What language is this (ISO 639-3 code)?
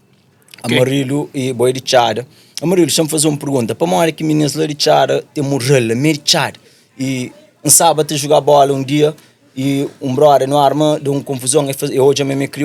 kea